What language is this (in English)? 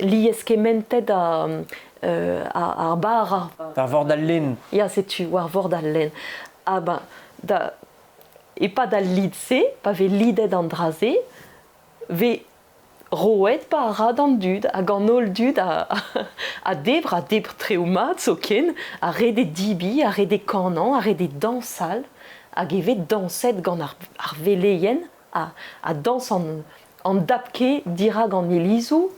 Breton